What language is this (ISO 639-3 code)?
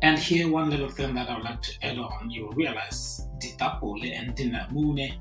tsn